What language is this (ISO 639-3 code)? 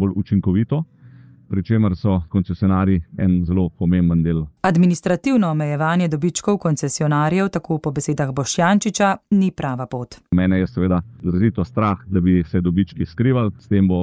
slv